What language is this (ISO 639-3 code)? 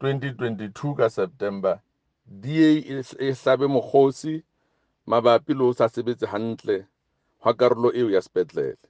sot